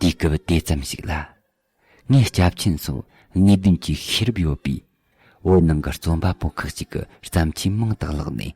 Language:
Tibetan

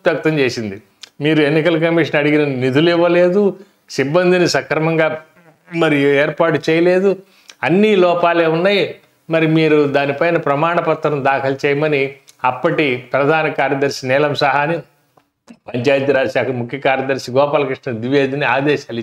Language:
Telugu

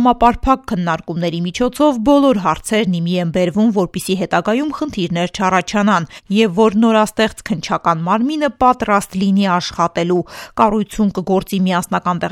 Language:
Armenian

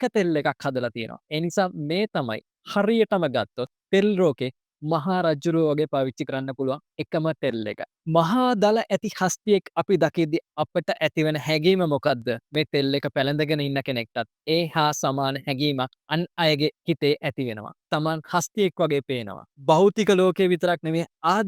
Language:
Sinhala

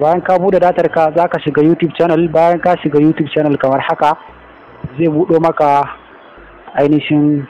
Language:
Hausa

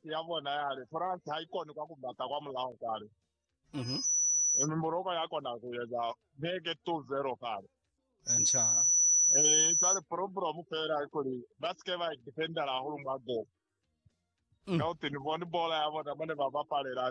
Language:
Lozi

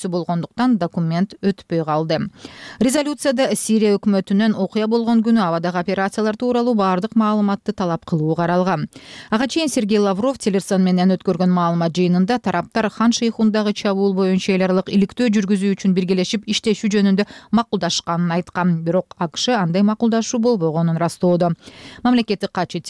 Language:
Kyrgyz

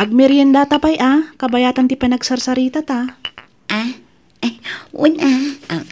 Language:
Iloko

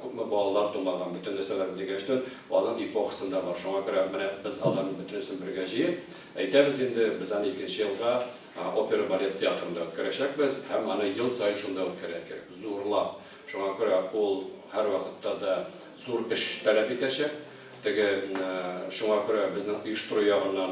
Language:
Tatar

